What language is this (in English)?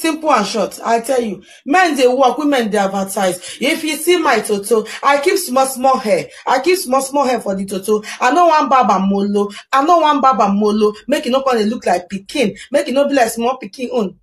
Nigerian Pidgin